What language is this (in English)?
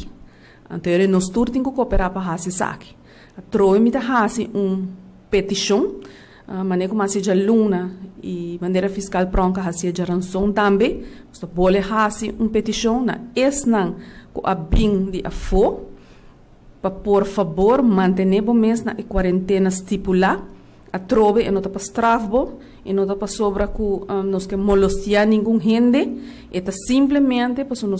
Papiamento